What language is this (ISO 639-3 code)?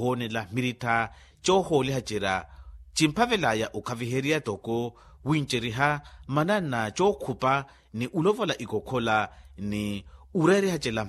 vmw